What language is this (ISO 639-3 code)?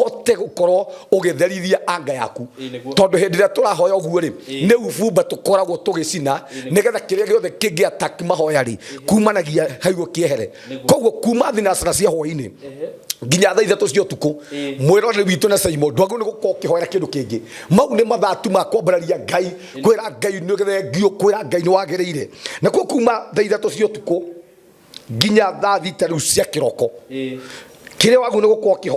kik